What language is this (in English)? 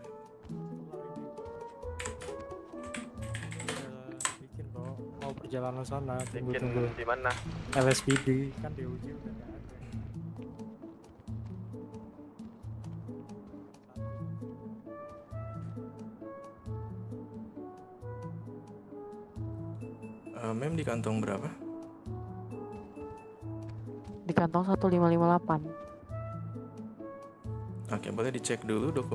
Indonesian